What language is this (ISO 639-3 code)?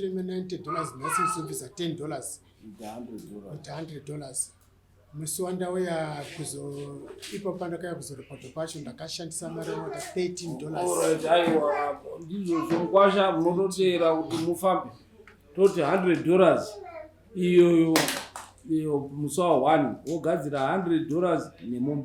sna